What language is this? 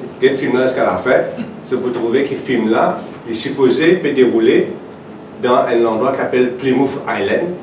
Morisyen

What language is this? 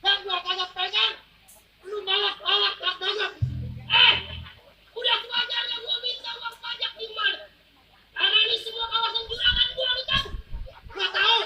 Betawi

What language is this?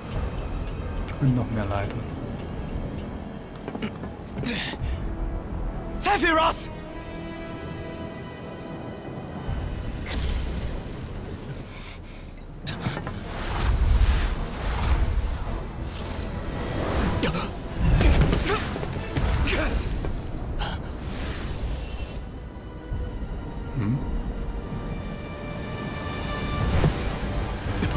German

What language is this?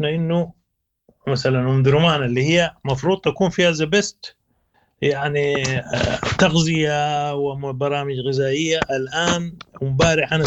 Sudanese Arabic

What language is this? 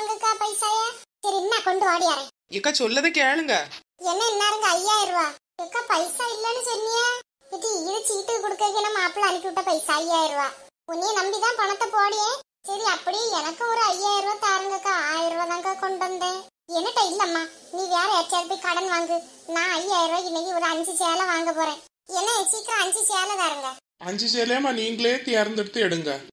Tamil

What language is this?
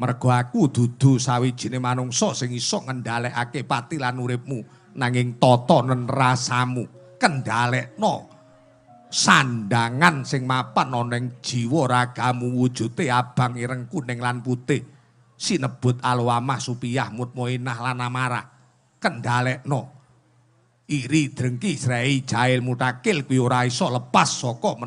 Javanese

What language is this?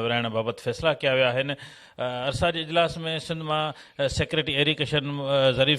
Sindhi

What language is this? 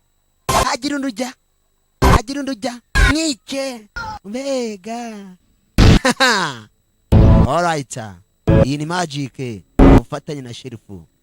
Kinyarwanda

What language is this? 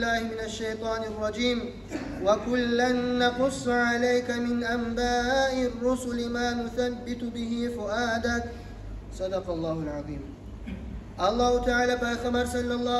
Kumyk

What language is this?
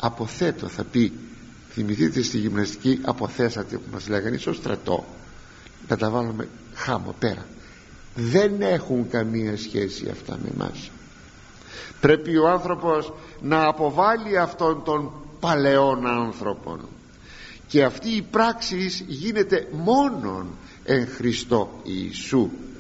Greek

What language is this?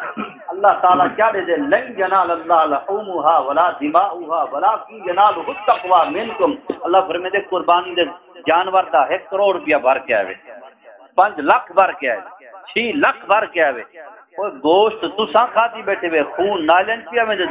Saraiki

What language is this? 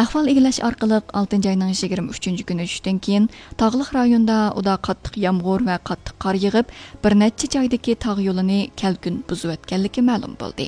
Uyghur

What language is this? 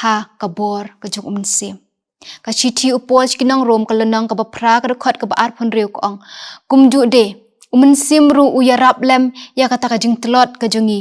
Khasi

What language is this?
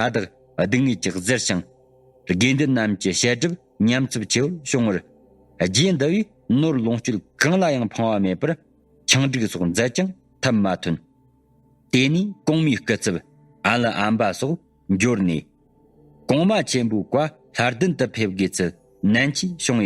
Tibetan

